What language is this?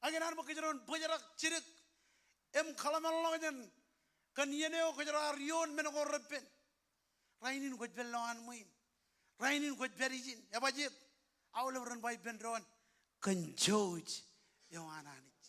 Marshallese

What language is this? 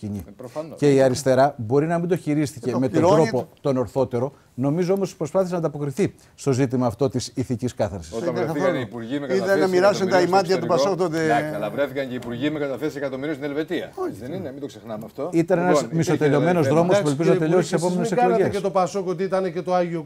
Greek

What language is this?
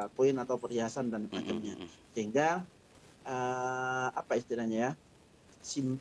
Indonesian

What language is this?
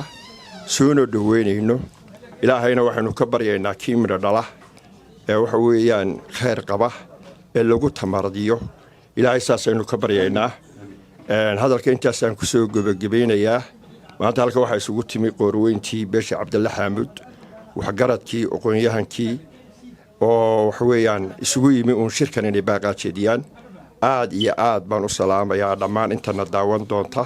Somali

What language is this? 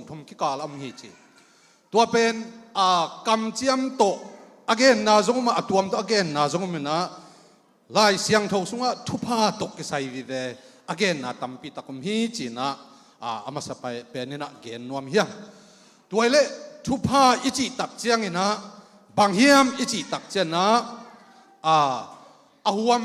Tedim Chin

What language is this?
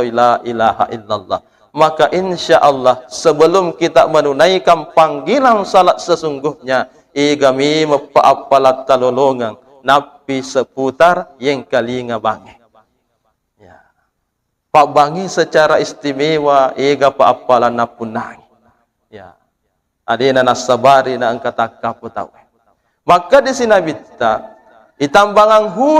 Buginese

